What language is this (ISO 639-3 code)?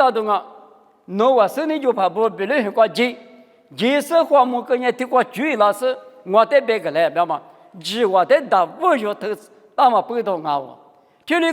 lis